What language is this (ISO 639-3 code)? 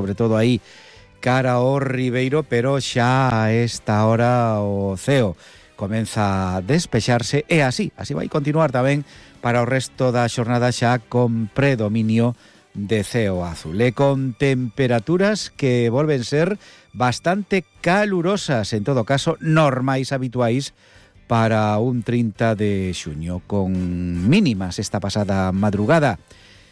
glg